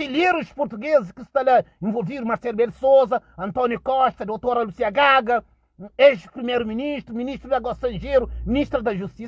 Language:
Kabuverdianu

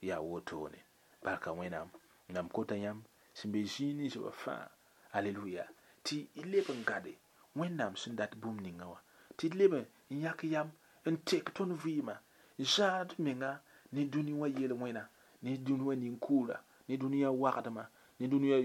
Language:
Mossi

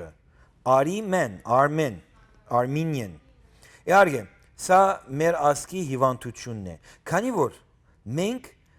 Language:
Western Armenian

